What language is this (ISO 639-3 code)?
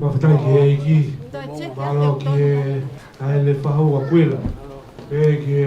ton